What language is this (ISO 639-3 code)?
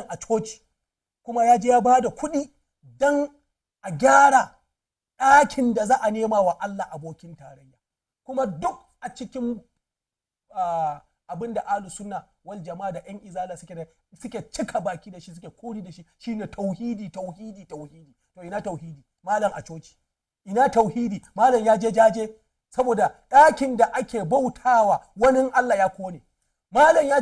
hau